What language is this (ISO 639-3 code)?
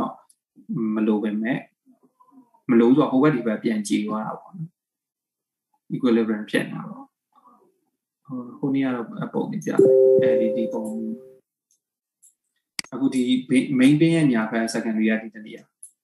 mya